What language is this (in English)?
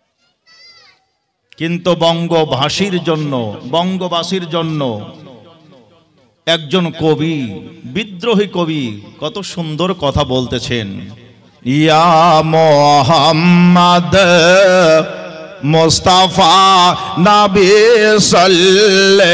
Bangla